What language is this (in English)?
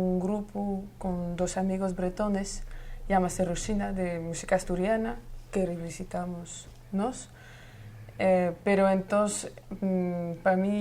Asturian